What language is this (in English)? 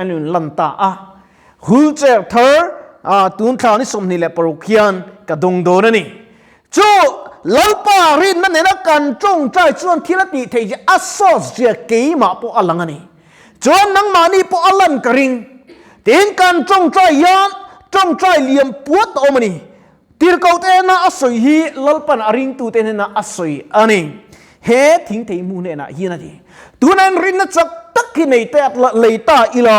Mizo